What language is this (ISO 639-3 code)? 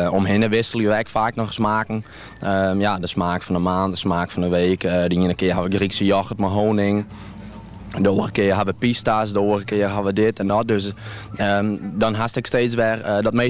fry